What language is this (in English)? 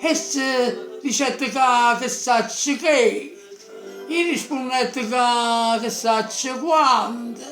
Neapolitan